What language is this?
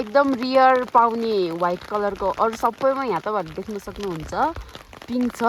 Nepali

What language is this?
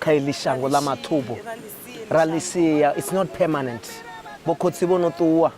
Venda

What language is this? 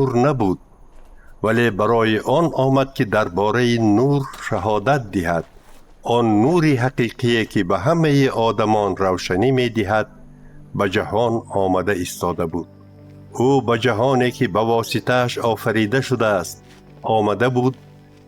Tajik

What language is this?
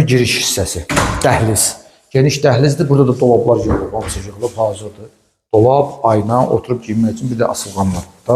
Azerbaijani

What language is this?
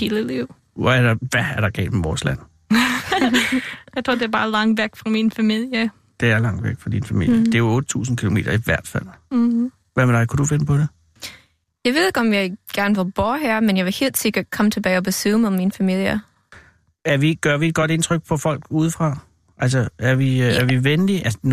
Danish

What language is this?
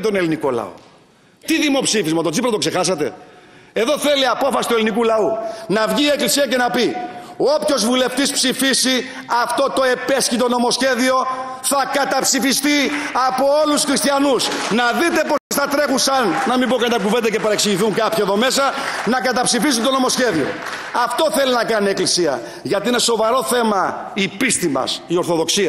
Greek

